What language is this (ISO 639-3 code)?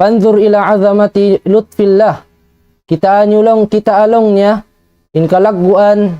tsg